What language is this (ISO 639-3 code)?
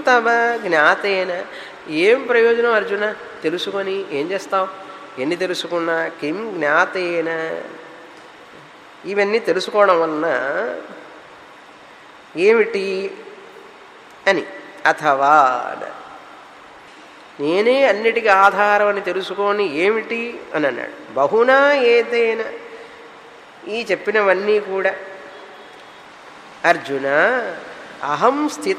tel